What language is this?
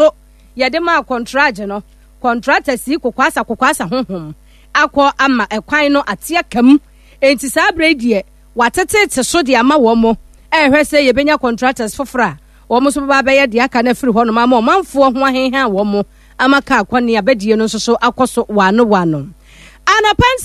Akan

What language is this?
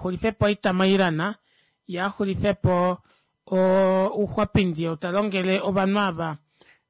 Kuanyama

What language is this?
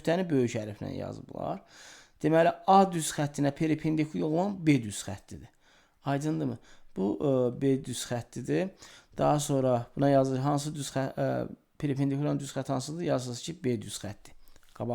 Azerbaijani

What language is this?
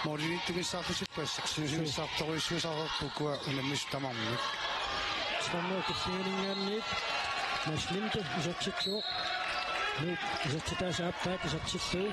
Kalaallisut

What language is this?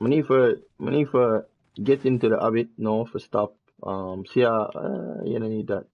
Jamaican Creole English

